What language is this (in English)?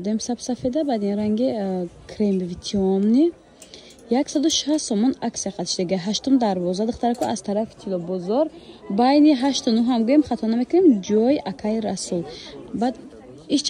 Tajik